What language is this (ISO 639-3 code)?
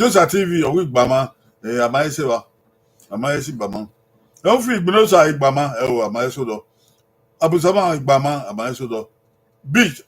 bin